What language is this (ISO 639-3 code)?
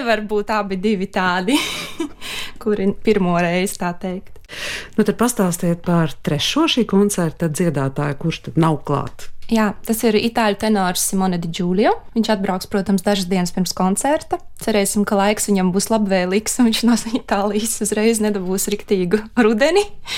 lav